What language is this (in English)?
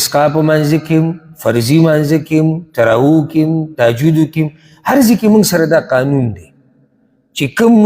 Pashto